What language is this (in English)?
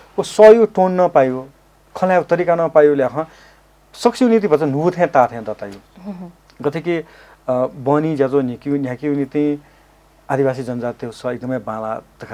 Newari